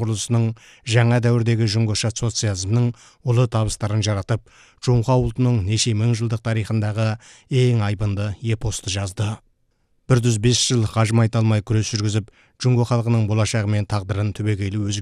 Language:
Kazakh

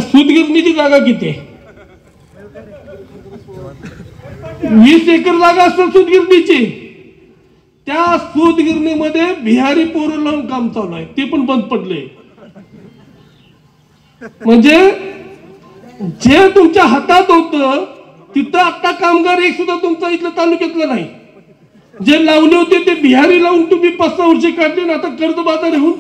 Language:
Marathi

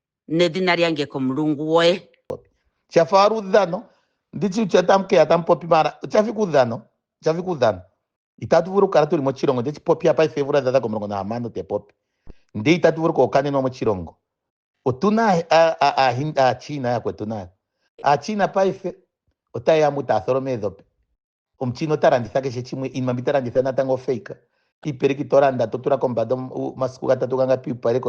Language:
Ndonga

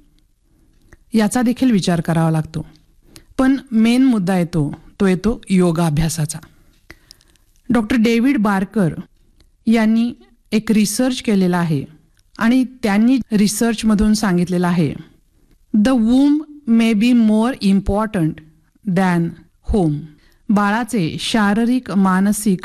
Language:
Marathi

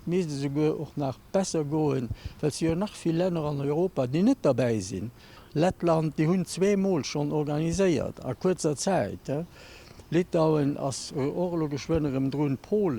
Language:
Luxembourgish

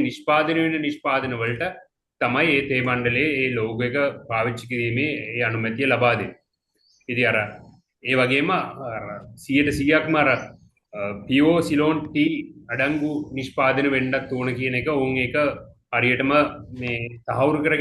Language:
Sinhala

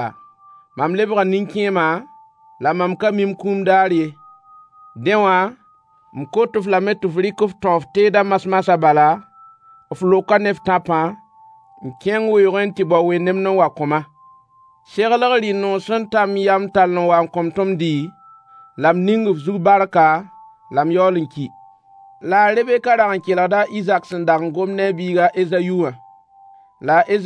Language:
Mossi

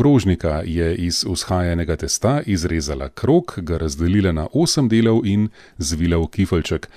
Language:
Slovenian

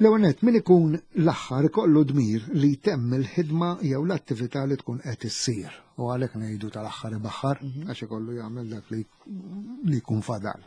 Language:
Maltese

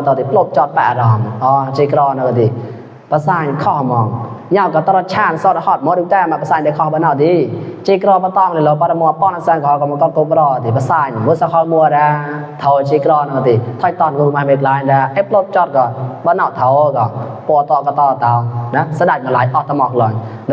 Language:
Mon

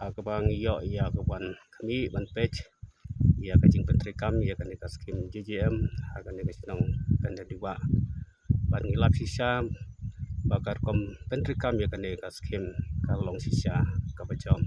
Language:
Khasi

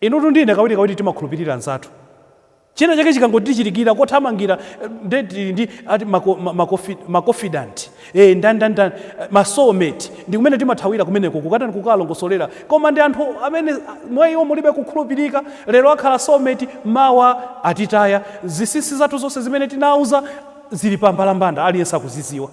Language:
Nyanja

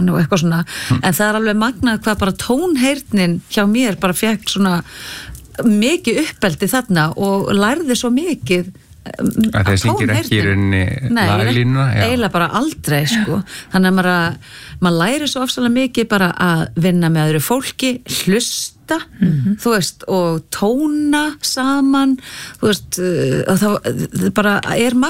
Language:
Icelandic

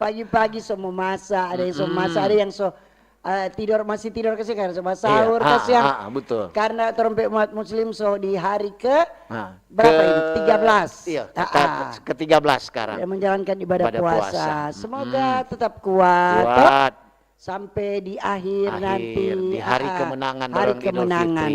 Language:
Manado Malay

